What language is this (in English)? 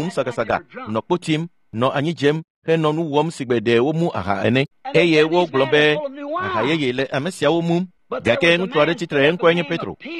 Ewe